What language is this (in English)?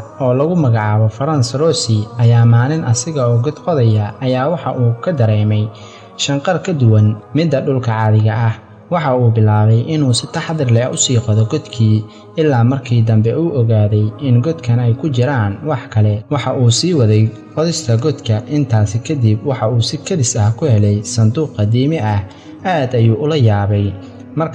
Somali